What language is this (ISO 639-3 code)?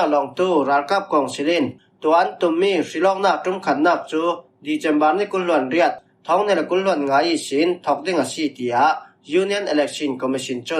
cfm